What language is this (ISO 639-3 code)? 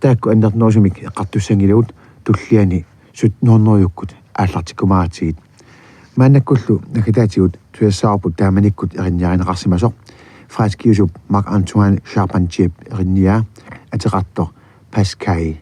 kal